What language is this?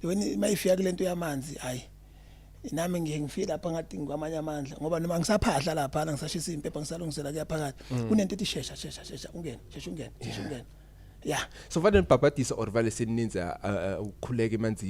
Zulu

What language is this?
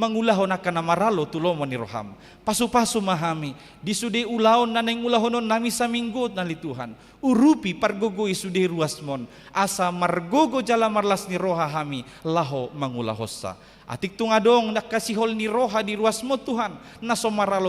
Batak Toba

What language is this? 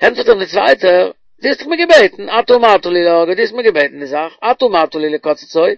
Yiddish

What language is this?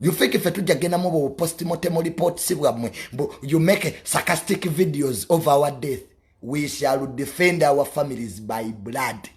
Ganda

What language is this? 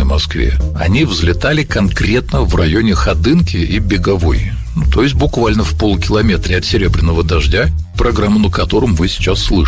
Russian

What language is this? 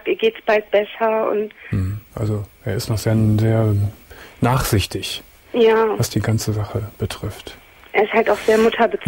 German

